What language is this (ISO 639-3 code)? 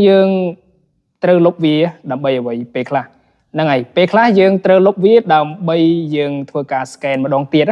khm